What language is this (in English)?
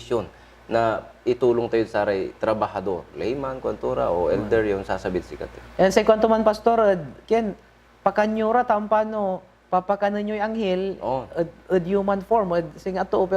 Pangasinan